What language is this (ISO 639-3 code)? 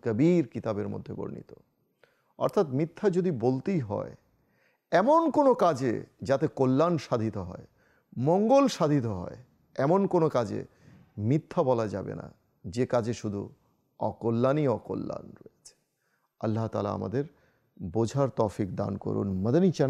ben